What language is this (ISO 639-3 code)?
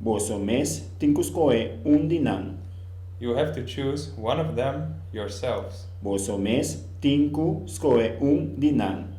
pap